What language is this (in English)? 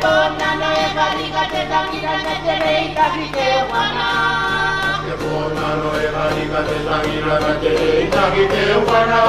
Gilbertese